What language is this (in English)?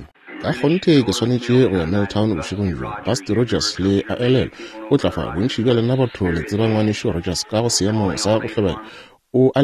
Northern Sotho